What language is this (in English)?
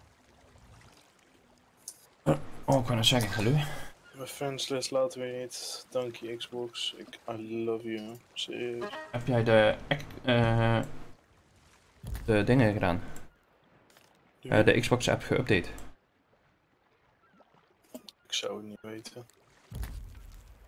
Dutch